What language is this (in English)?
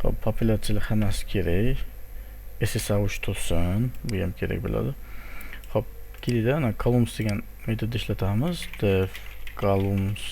Uzbek